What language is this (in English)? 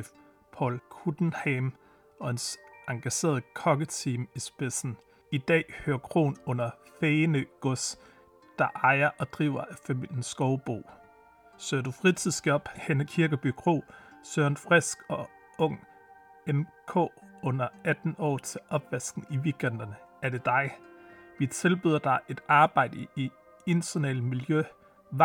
Danish